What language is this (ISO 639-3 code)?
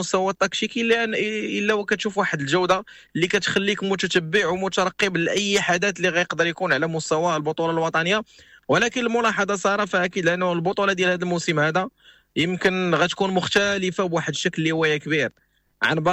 ary